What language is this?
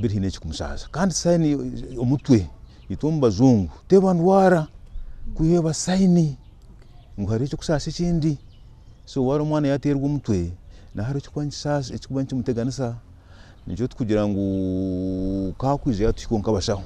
Nyankole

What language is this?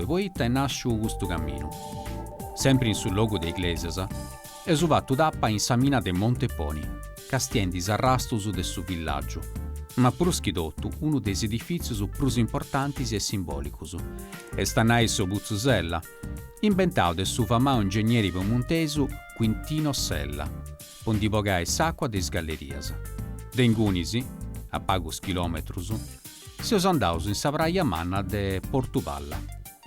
Sardinian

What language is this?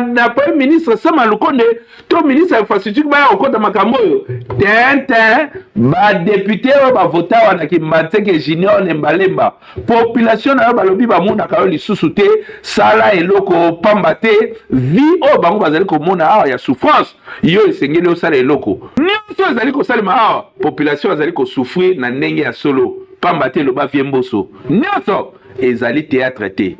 Lingala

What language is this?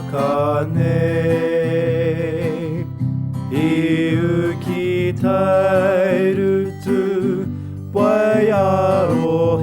Māori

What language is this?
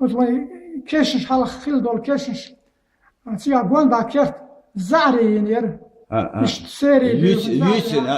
Chechen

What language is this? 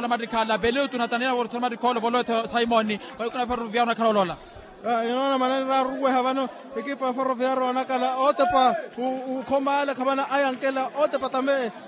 Makhuwa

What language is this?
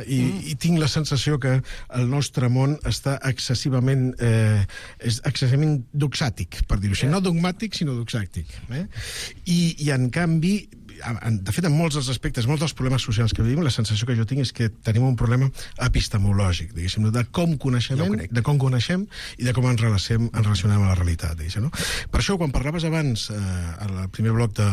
Catalan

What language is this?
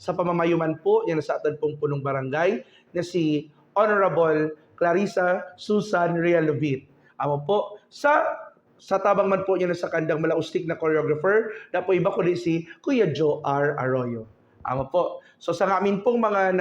Buhi'non Bikol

